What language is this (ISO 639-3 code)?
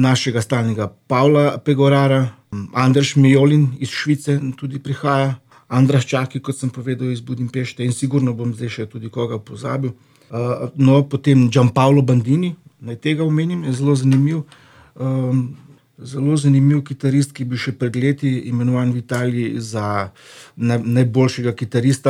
slv